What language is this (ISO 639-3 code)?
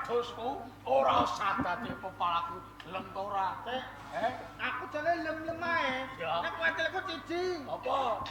jav